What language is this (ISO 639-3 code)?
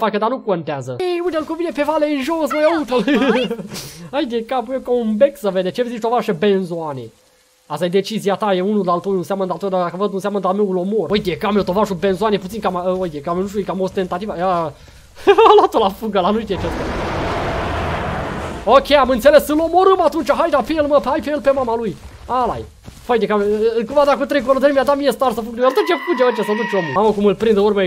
ron